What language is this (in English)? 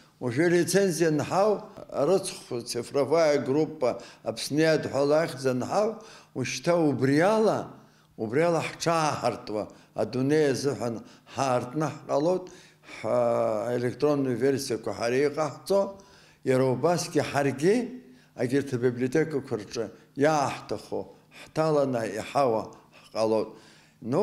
Abkhazian